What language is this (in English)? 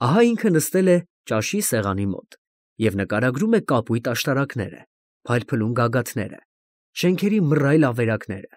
Armenian